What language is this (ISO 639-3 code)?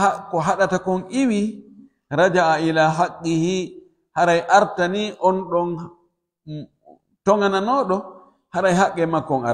fuf